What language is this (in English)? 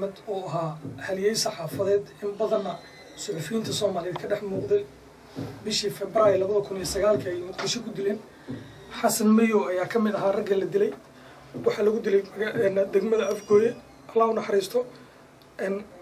Somali